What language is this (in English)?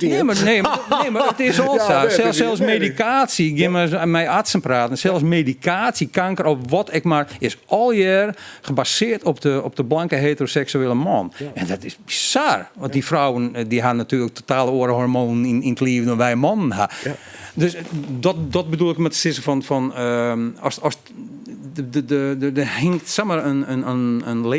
Western Frisian